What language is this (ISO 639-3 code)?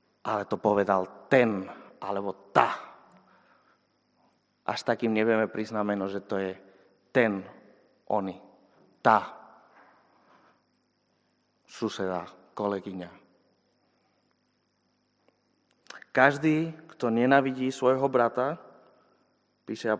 slk